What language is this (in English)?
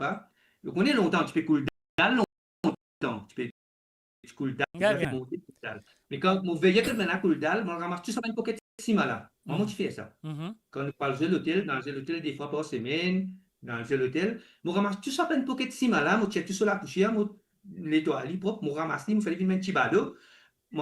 Morisyen